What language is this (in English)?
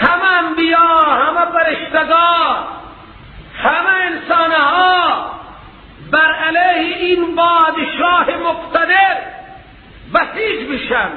Persian